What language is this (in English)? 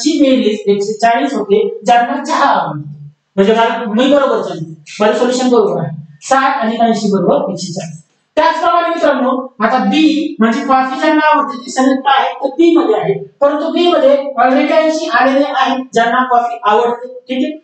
Marathi